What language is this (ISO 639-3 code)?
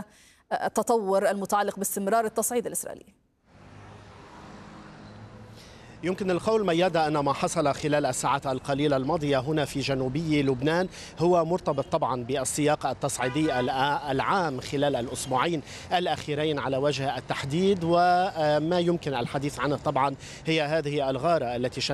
ara